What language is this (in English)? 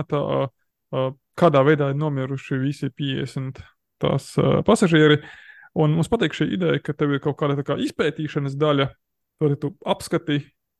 Latvian